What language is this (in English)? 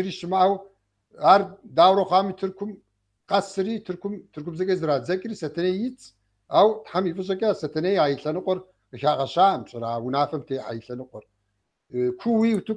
Kabardian